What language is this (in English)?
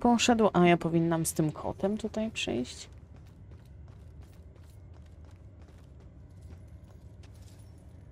Polish